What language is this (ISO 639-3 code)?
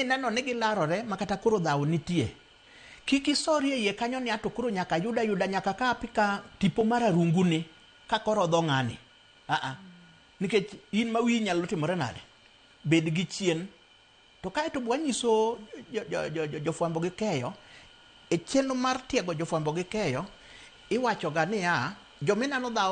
luo